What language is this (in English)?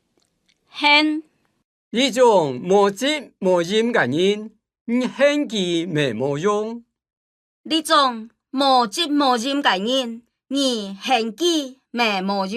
Hakka Chinese